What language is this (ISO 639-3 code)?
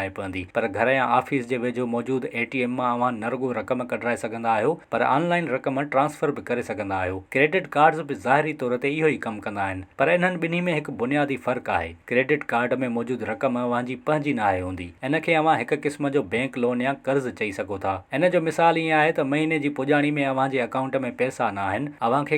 snd